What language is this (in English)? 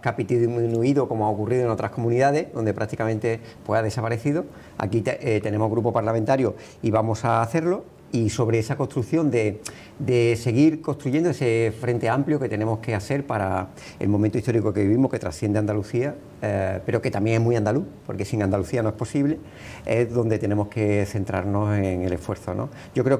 Spanish